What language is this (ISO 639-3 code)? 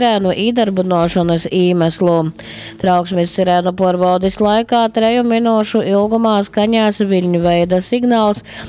ltg